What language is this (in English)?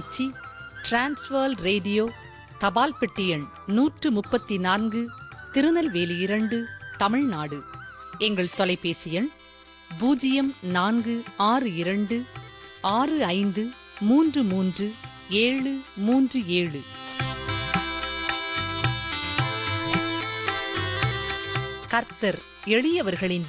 Tamil